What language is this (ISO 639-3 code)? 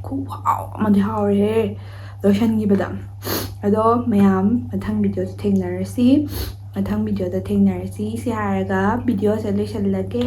mni